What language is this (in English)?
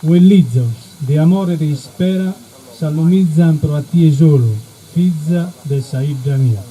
Sardinian